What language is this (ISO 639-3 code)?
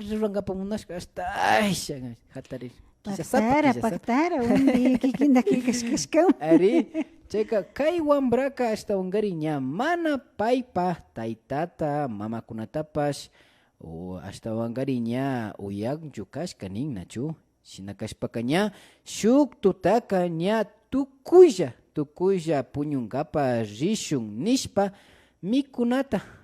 qvi